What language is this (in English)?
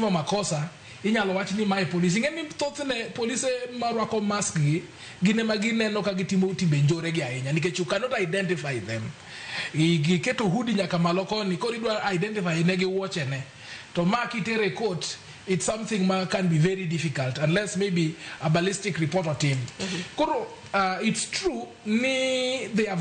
Luo (Kenya and Tanzania)